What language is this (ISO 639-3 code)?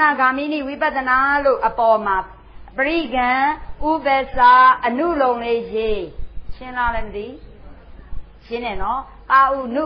mya